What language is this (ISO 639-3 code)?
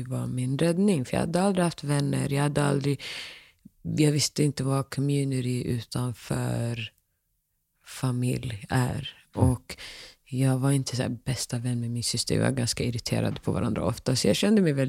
swe